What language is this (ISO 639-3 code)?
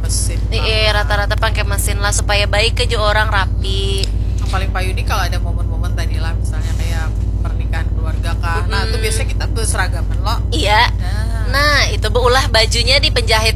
bjn